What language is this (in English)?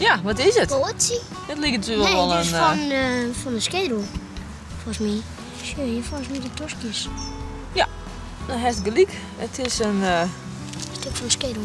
Western Frisian